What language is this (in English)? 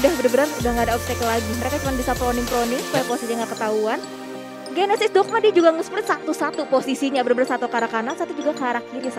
Indonesian